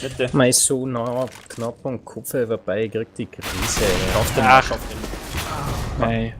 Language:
Bavarian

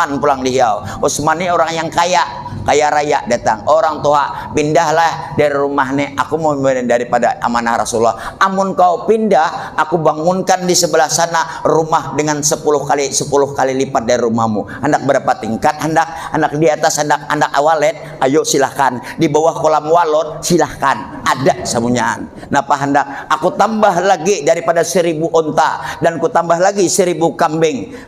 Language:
Banjar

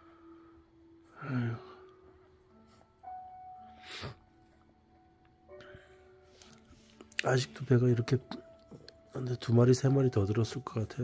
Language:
Korean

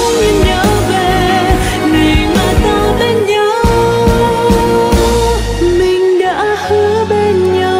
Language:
Vietnamese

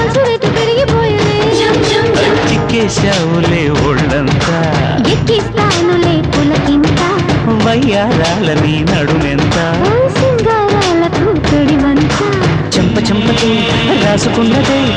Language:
Telugu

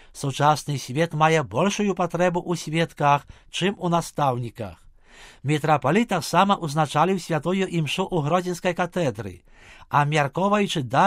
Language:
Belarusian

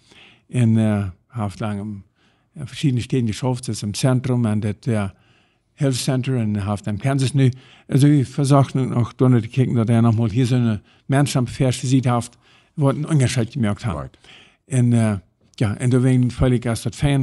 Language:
Plautdietsch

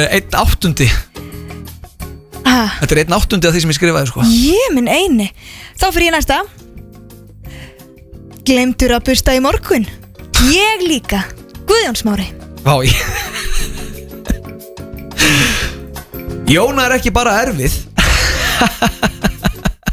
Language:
Icelandic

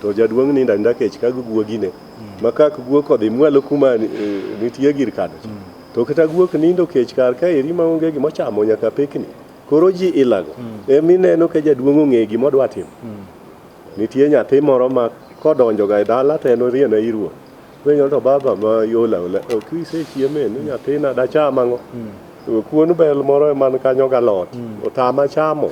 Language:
Luo (Kenya and Tanzania)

